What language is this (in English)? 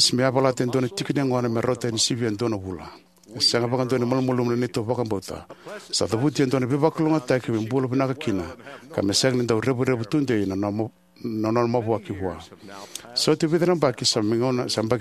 Fijian